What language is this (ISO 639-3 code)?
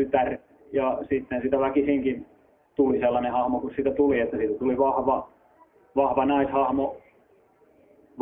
fin